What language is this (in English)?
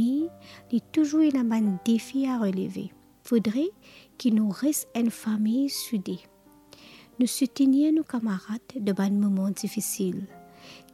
Morisyen